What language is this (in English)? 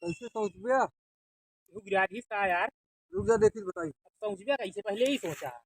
Awadhi